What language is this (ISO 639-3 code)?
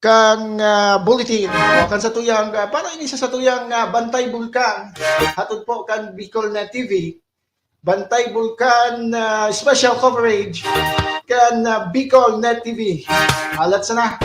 bik